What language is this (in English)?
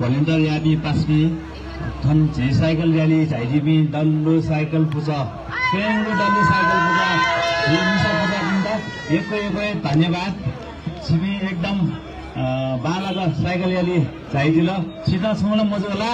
Newari